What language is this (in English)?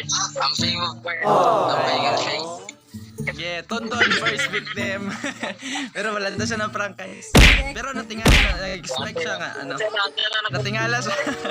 Cebuano